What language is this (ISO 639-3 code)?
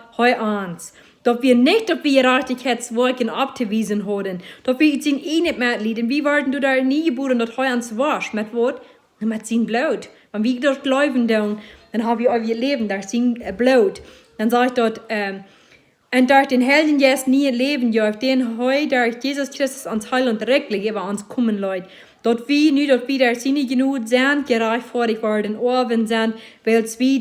pdt